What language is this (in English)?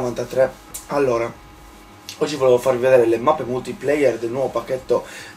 Italian